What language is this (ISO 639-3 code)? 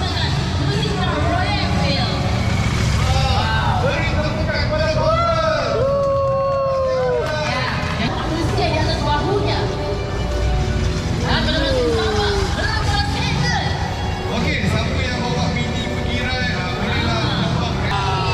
msa